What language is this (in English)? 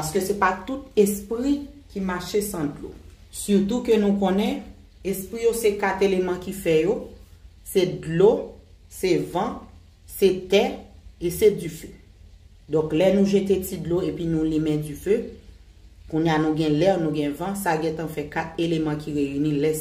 Haitian Creole